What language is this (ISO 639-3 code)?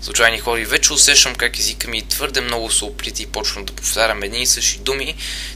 bul